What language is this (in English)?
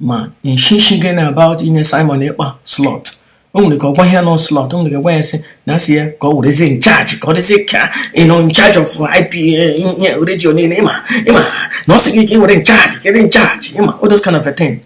Igbo